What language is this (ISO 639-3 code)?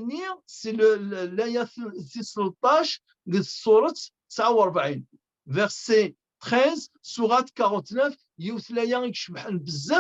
kab